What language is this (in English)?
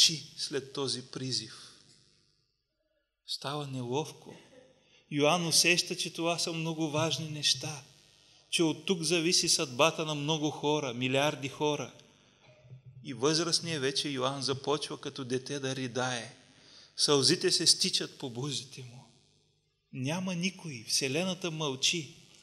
Bulgarian